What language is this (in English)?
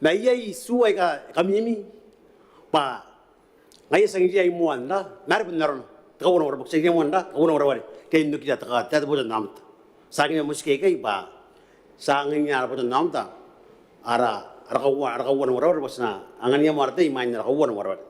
Gilbertese